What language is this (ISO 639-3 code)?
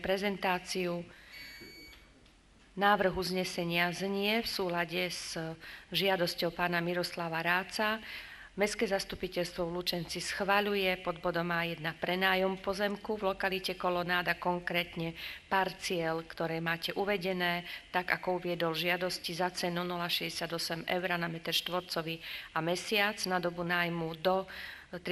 slk